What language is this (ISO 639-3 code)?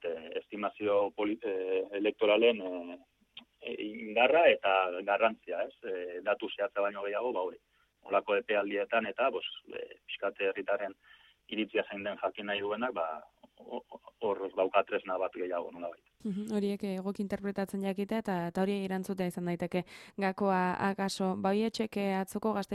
eus